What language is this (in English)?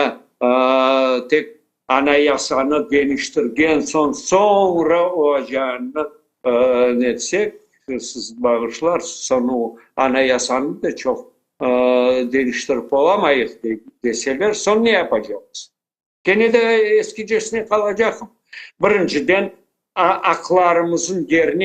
Crimean Tatar